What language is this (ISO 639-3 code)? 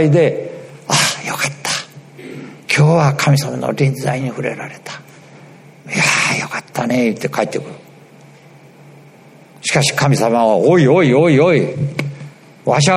jpn